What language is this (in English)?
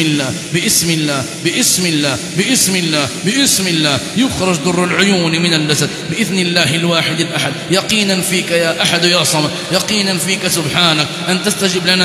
Arabic